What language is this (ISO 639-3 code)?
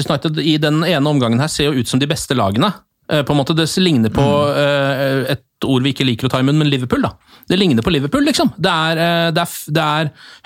nor